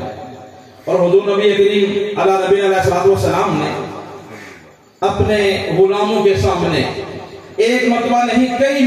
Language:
Urdu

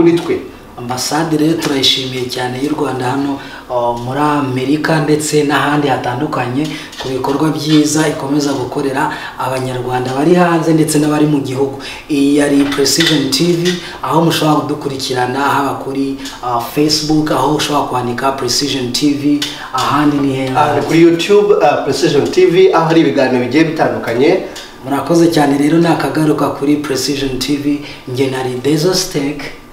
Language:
Kinyarwanda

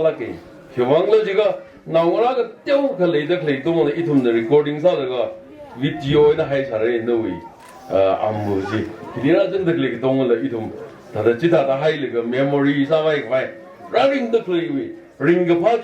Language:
Tangkhul Naga (India)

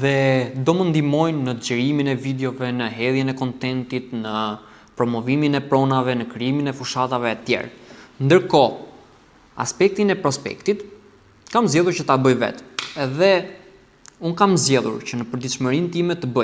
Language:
Albanian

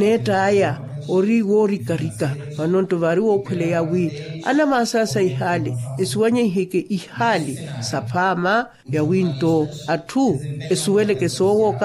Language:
Makhuwa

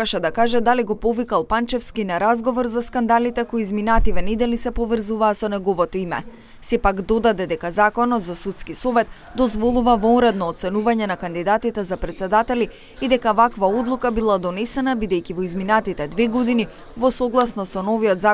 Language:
Macedonian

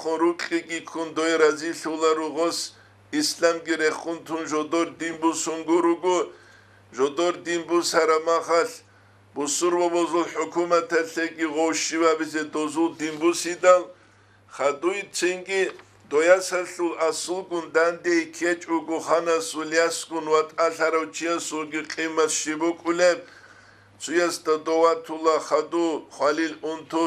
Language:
Avaric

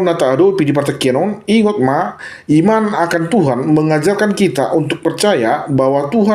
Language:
Batak Toba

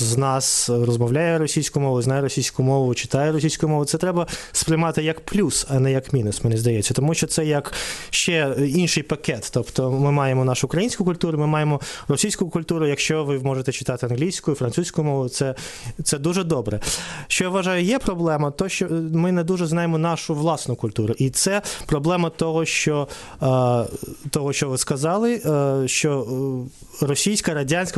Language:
Ukrainian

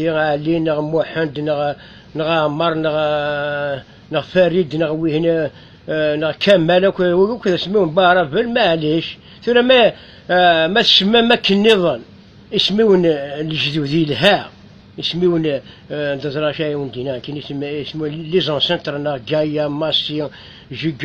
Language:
Kabyle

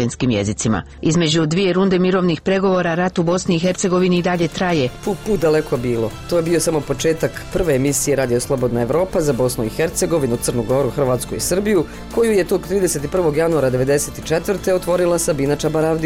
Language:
Bosnian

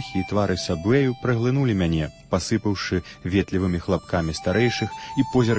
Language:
Belarusian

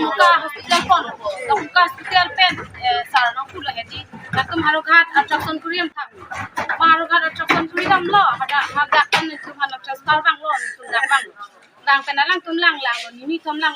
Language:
Karbi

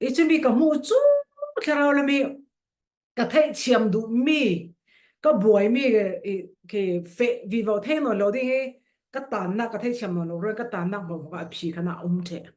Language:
Falam Chin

